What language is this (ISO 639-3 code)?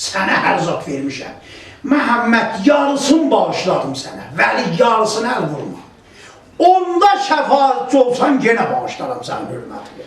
azb